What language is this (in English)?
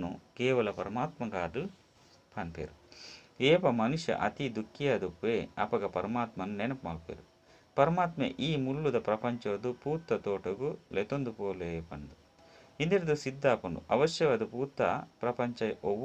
Tulu